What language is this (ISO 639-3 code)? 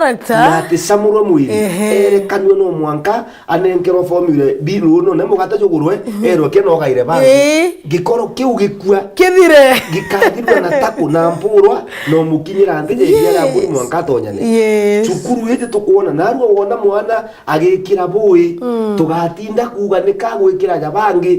mer